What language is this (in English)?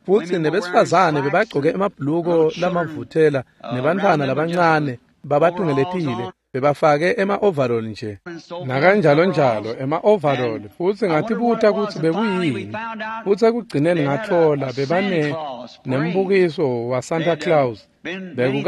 Swati